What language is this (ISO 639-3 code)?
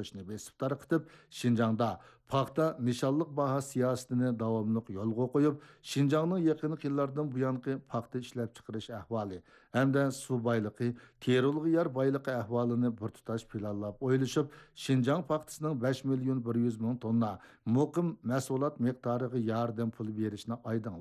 uig